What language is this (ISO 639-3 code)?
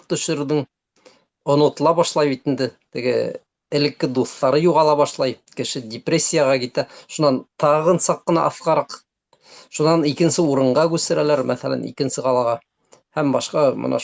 bak